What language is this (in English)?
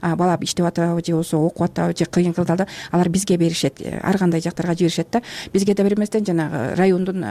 Kyrgyz